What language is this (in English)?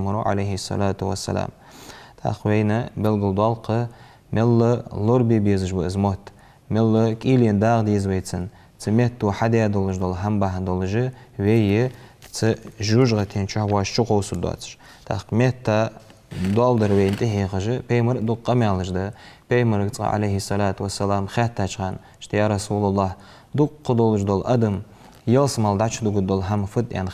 Ingush